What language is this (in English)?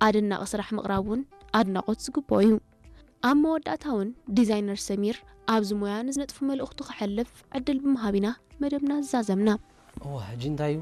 Tigrinya